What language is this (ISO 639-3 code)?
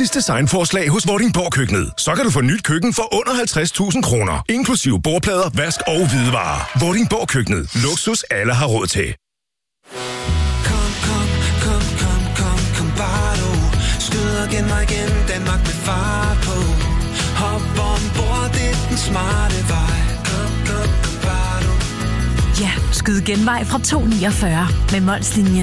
dan